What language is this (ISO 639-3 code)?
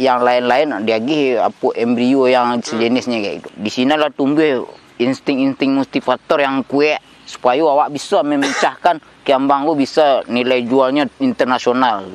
min